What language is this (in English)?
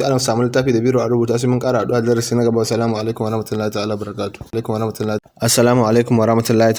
Hausa